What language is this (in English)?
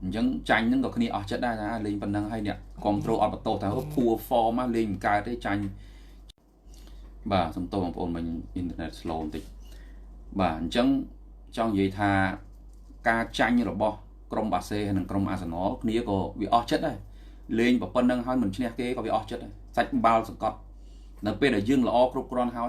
Khmer